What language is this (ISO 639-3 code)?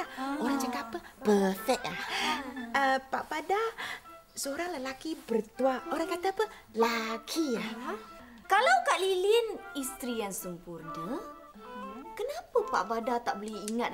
msa